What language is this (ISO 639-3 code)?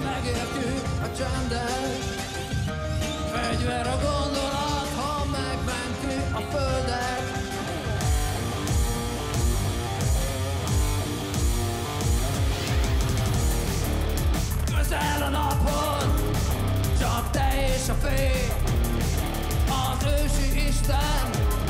hun